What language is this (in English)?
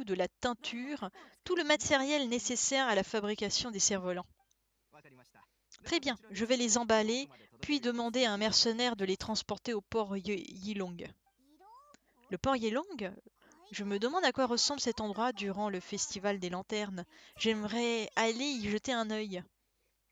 French